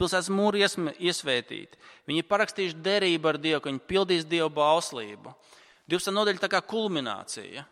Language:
Latvian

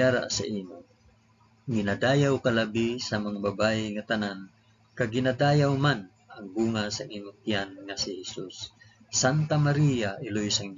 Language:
Hiligaynon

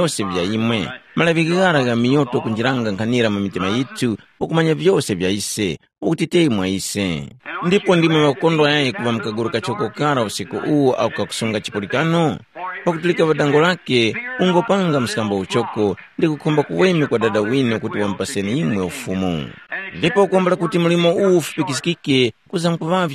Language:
Tumbuka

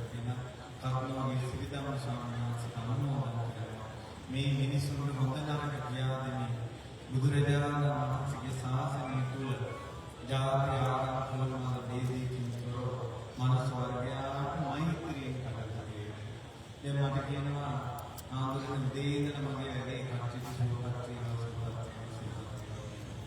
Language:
Sinhala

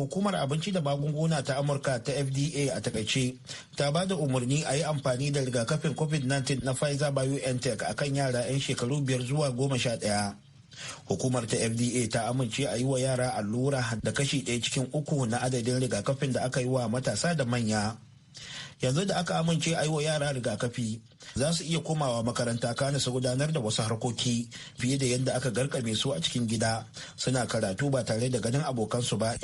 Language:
Hausa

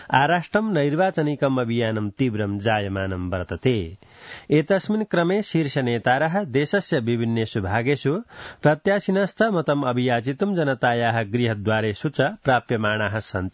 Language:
Sanskrit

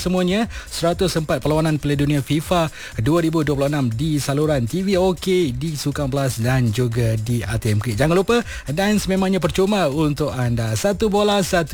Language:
Malay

